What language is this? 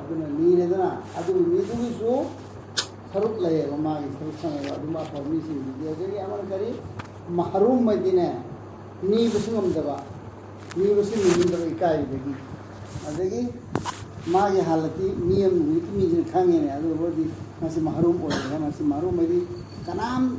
Manipuri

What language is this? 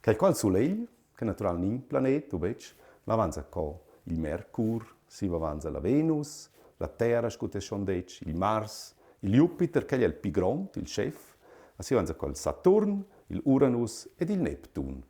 Romansh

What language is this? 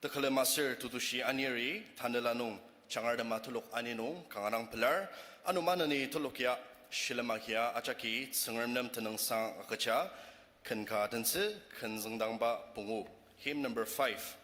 Ao Naga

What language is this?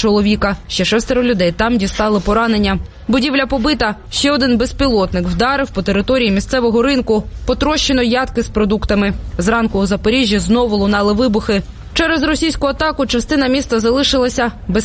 Ukrainian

